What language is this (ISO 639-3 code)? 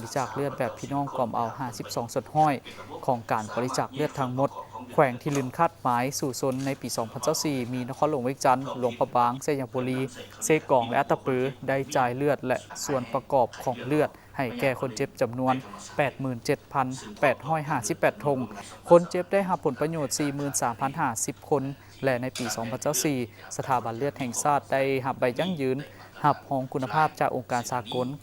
lao